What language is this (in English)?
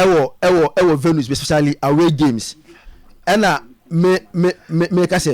Akan